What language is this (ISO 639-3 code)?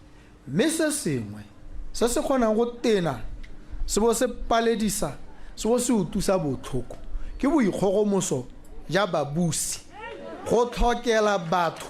tsn